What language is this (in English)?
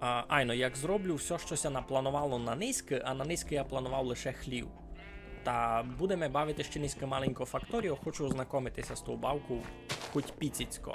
Rusyn